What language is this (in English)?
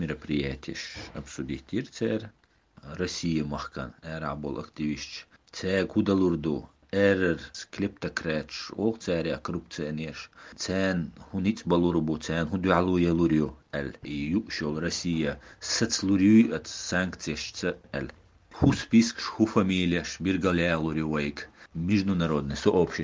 Chechen